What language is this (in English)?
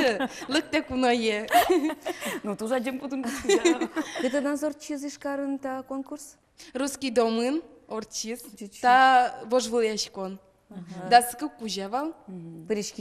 Udmurt